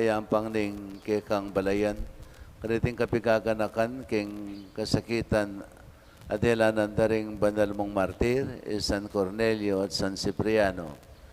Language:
Pampanga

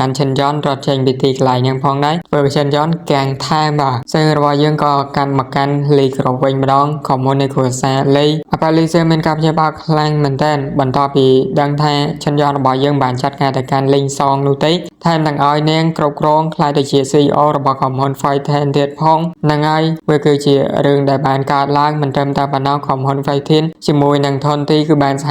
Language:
Khmer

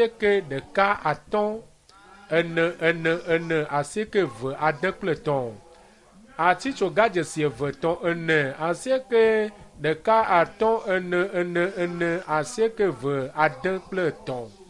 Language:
Ewe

